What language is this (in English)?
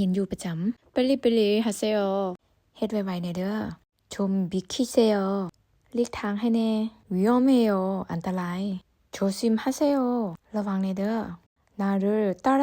Lao